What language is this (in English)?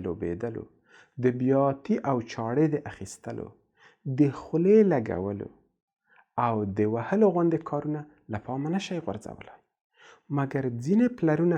Pashto